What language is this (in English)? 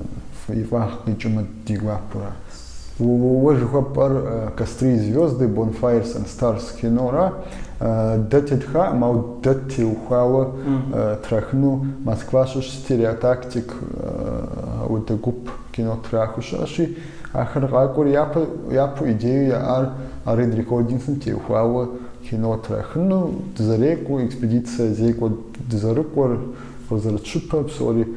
Kabardian